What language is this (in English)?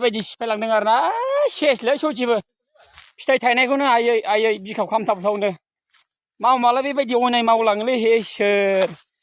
Bodo